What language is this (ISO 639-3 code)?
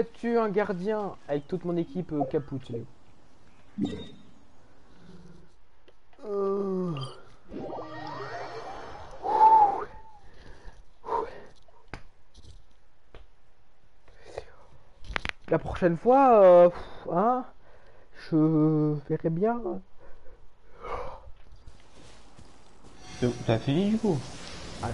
fra